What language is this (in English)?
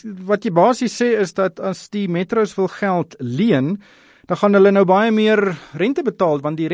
Afrikaans